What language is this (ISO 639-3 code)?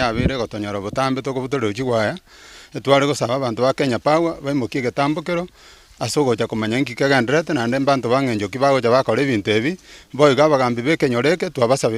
guz